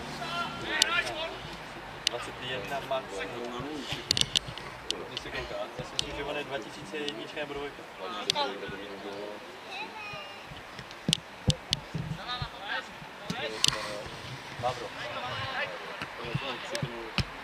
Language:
Czech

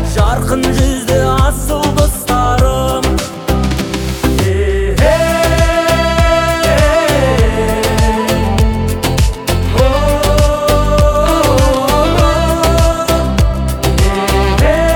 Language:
Kazakh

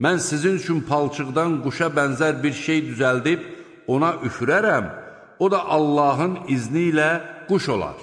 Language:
Azerbaijani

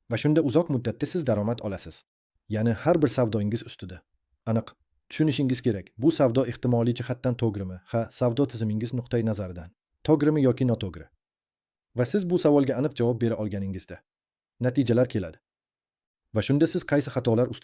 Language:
Uzbek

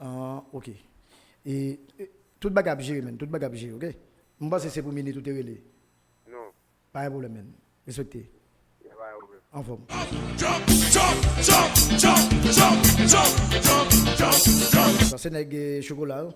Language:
Haitian Creole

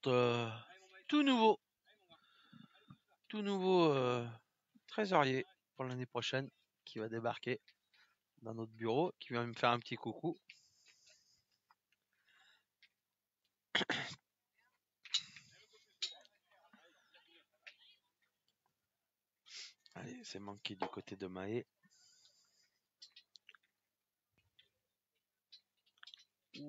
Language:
French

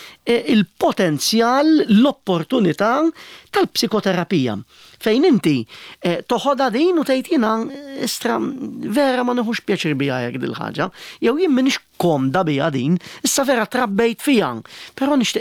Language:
Maltese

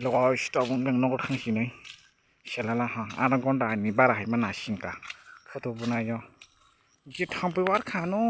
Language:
Kok Borok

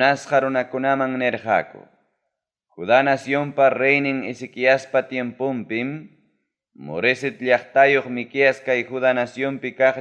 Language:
Ayacucho Quechua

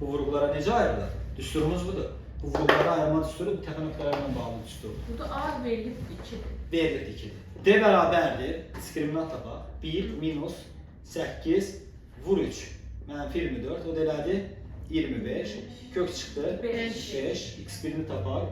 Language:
Azerbaijani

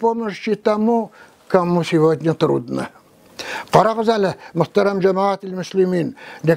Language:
Tatar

